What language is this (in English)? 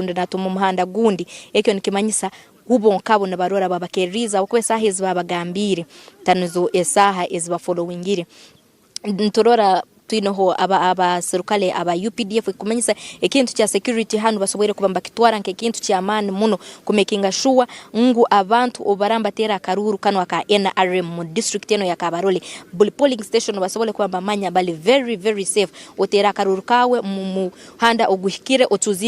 Nyankole